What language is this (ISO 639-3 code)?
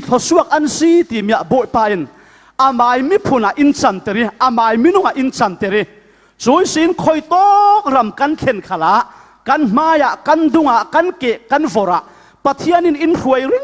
cfm